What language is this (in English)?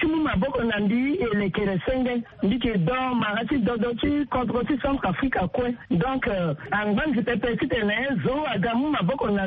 Sango